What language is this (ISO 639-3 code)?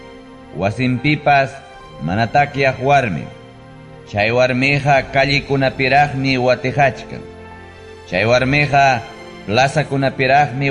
quy